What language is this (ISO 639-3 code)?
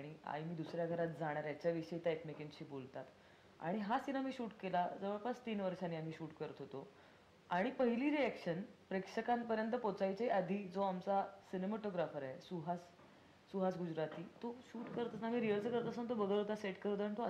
mar